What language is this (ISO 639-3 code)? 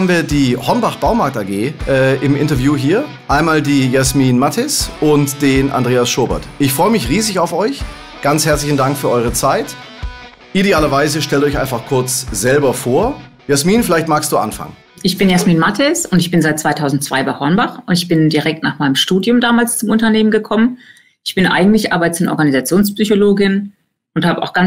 deu